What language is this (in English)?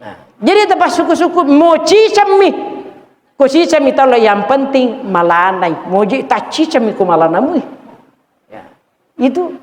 Buginese